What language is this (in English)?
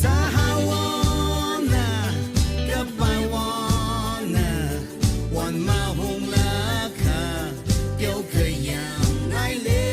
Tangkhul Naga (India)